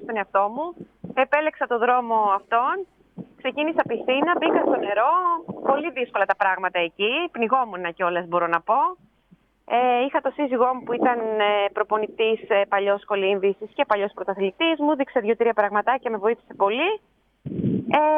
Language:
Greek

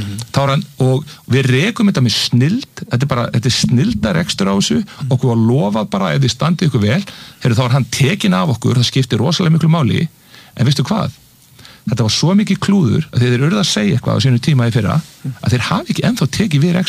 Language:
Icelandic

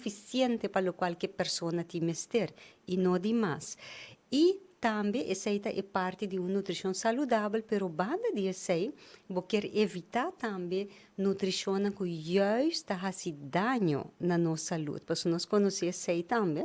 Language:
Papiamento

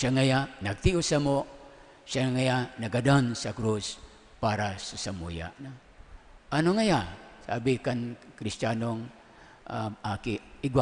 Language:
Bikol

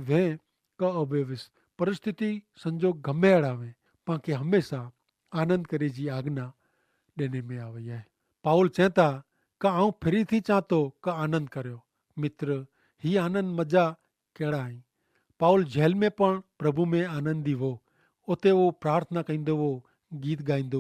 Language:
Kachhi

